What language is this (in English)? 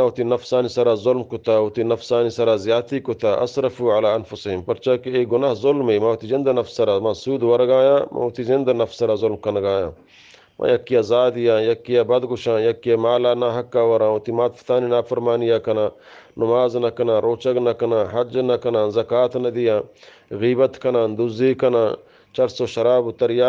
Eastern Balochi